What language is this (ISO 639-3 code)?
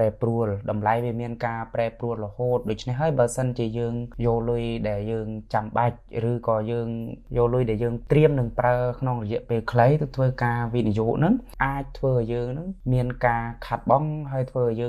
khm